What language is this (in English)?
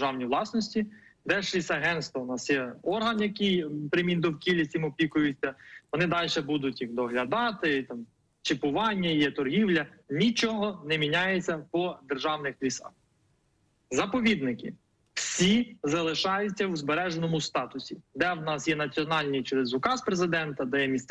Ukrainian